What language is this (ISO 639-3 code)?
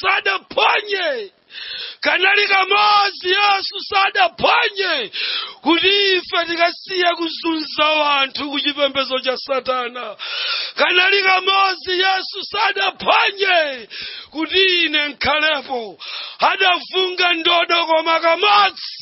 nya